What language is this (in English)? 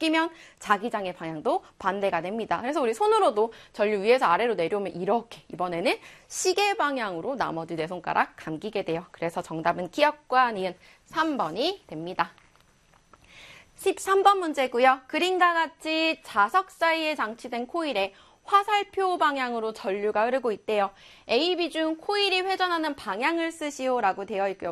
Korean